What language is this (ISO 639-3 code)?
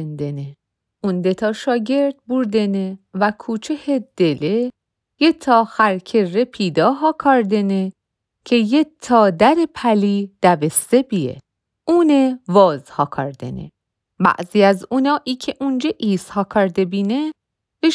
mzn